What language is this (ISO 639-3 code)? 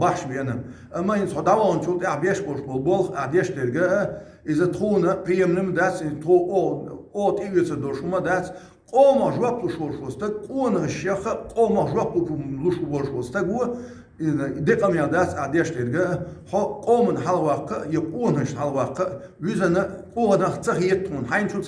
che